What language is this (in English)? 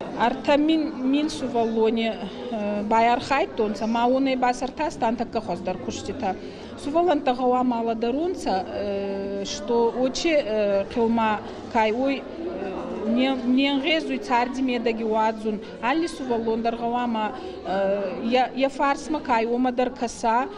Ossetic